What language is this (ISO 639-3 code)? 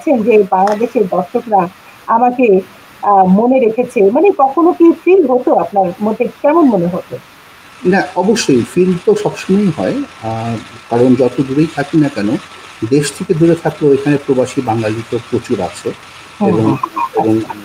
ben